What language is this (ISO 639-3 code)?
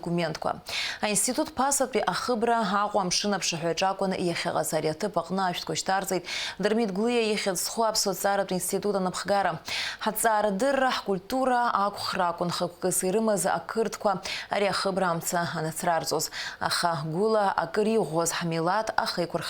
abk